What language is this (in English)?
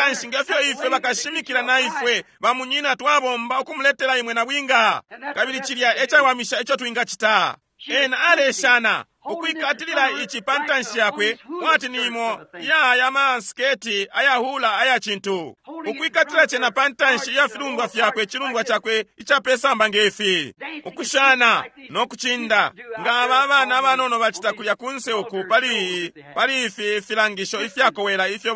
Bemba